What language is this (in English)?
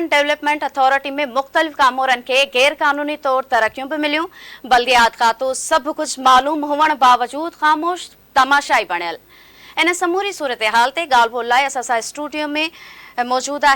Sindhi